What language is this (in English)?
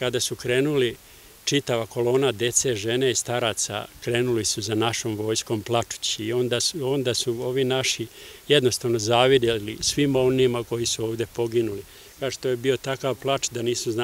Serbian